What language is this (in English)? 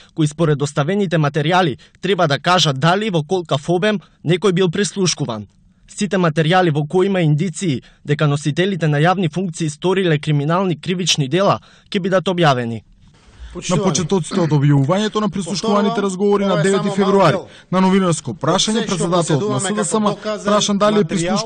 Macedonian